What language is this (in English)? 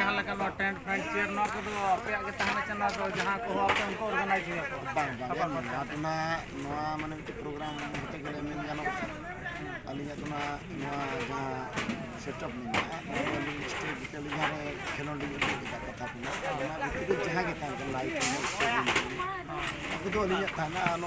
Santali